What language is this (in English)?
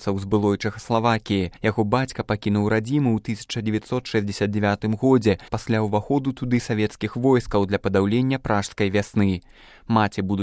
Belarusian